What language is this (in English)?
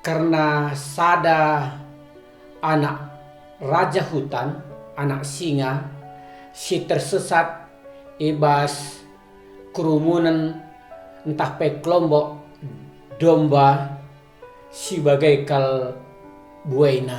Batak Karo